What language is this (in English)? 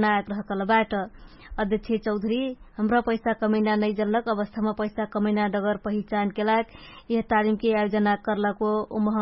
Dangaura Tharu